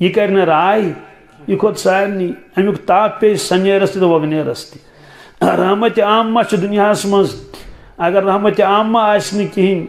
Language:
Kashmiri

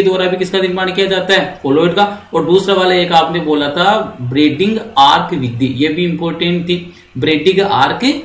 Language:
Hindi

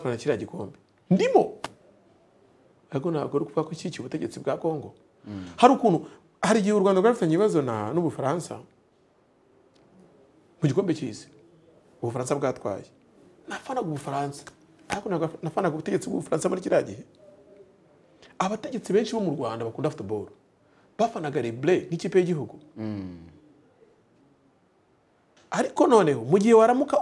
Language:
Kinyarwanda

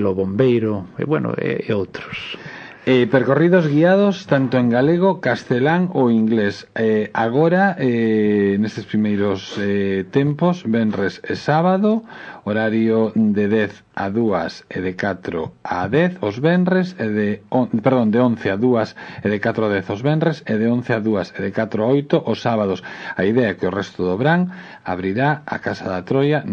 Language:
Galician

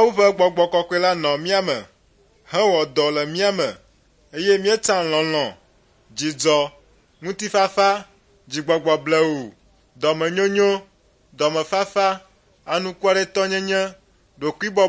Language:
Ewe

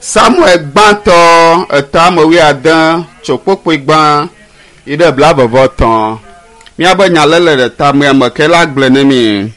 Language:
Ewe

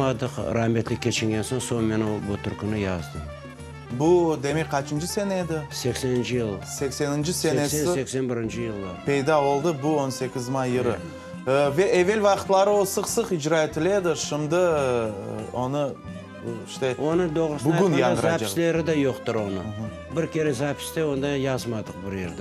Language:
Crimean Tatar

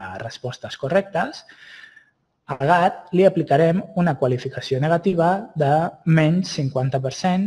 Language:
Catalan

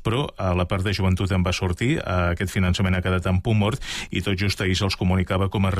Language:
Catalan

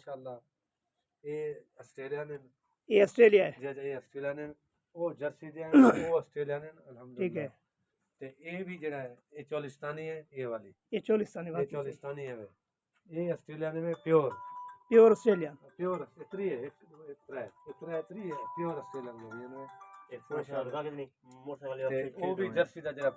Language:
Saraiki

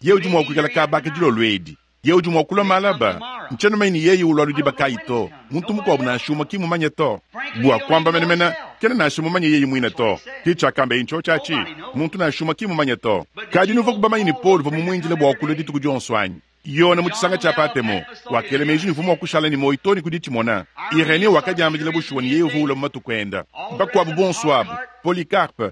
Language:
Luba-Lulua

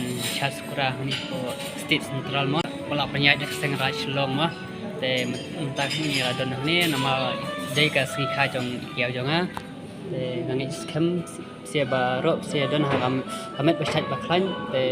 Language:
Khasi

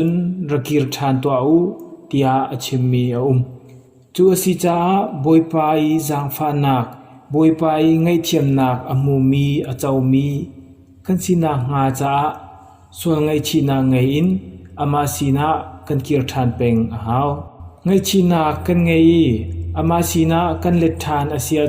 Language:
Hakha Chin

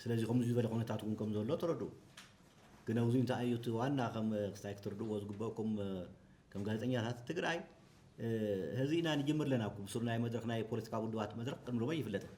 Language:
Tigrinya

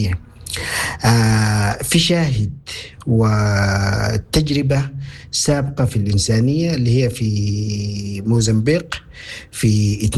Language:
Sudanese Arabic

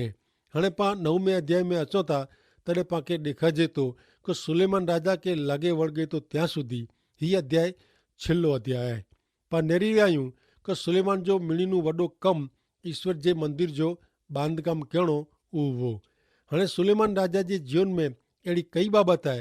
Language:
Kachhi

